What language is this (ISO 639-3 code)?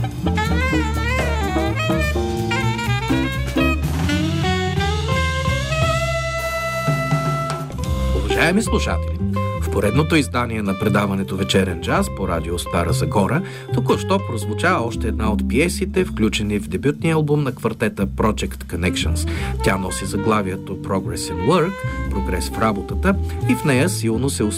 bul